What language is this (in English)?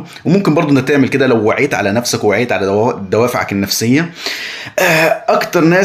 Egyptian Arabic